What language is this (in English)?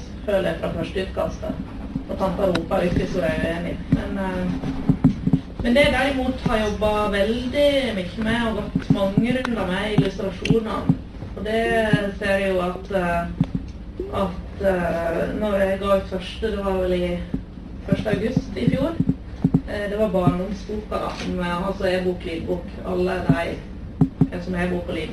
Norwegian